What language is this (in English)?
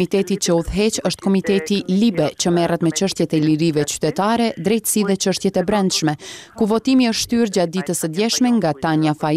Albanian